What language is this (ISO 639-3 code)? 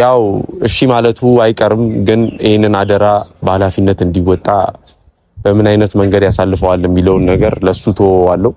amh